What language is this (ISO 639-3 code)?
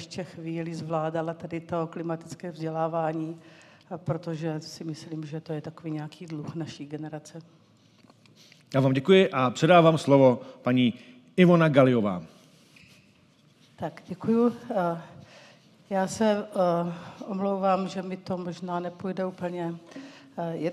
ces